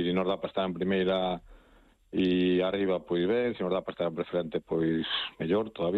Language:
Galician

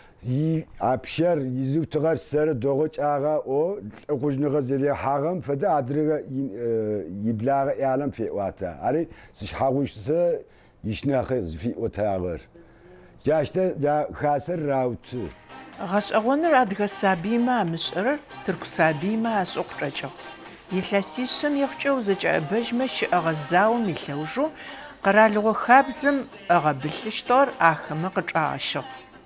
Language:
Adyghe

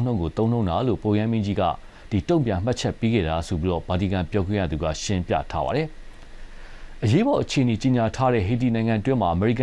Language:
Burmese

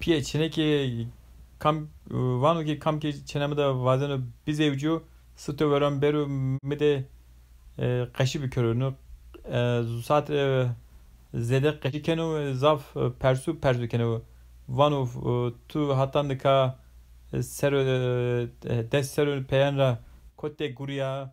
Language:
Zaza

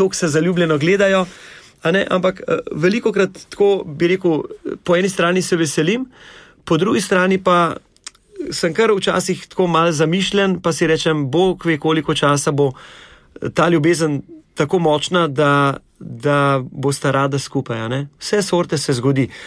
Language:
Slovenian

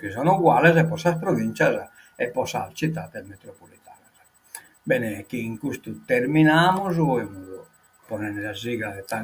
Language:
Sardinian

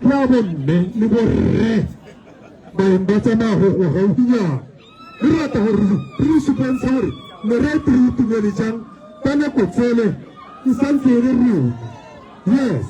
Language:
Tswana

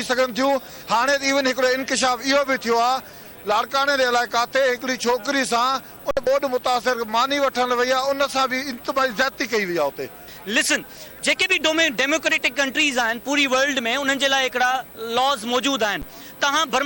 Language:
Sindhi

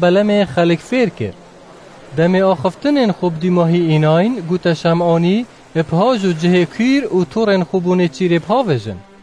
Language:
Kurdish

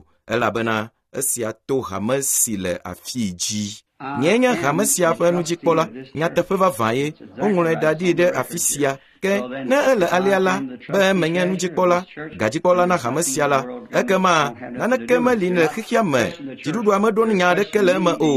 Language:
Ewe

